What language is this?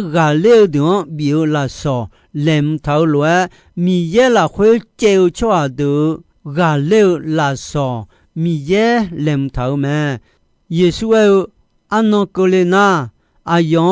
Akha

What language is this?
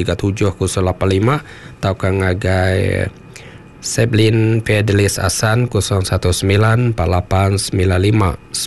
Iban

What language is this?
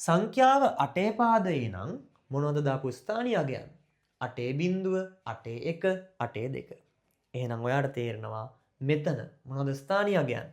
Sinhala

